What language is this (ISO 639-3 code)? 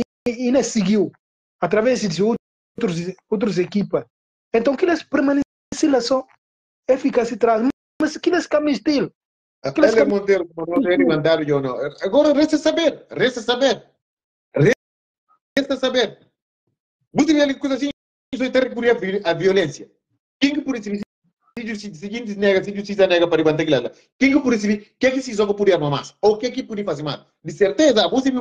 por